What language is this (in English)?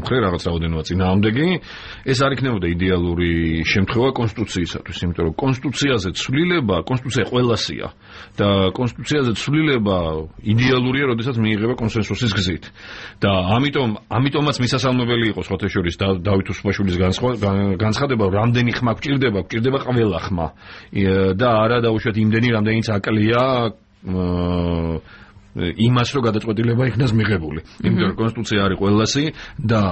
Georgian